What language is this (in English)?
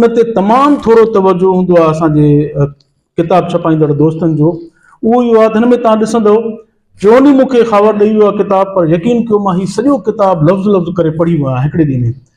Sindhi